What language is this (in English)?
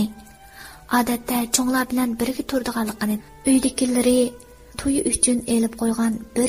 Uyghur